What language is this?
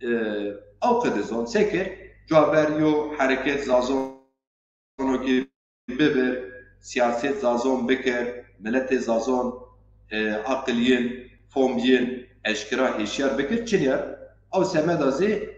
Zaza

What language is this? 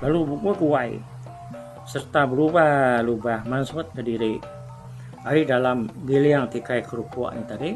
Iban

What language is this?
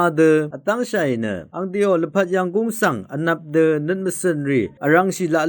Rawang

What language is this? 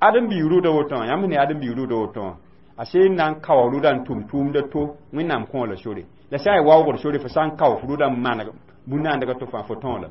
Mossi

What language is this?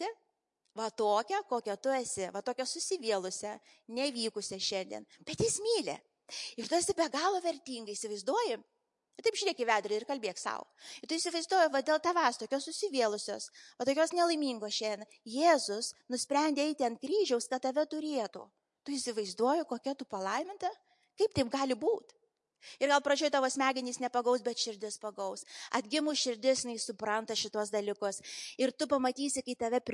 Lithuanian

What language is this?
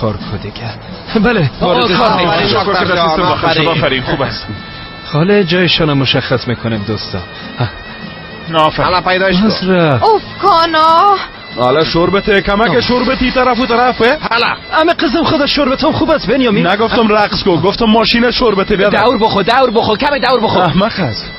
Persian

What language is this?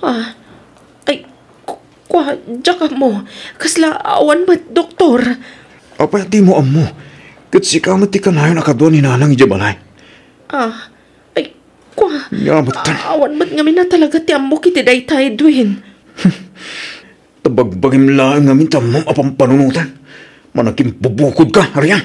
Iloko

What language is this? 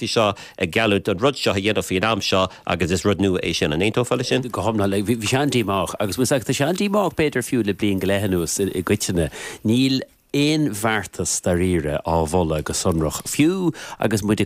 Irish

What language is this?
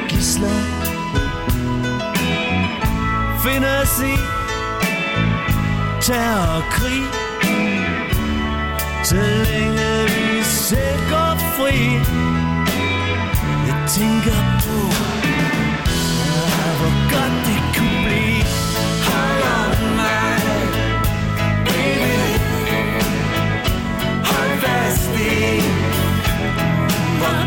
Danish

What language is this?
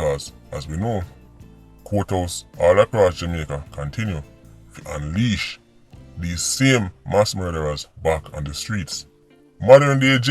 Jamaican Creole English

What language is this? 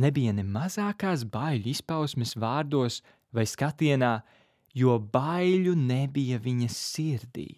Latvian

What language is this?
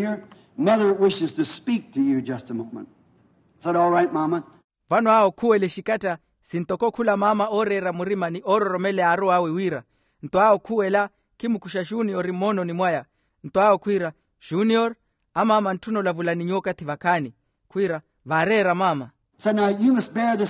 Makhuwa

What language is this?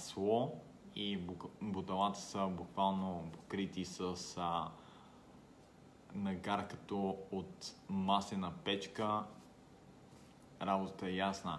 Bulgarian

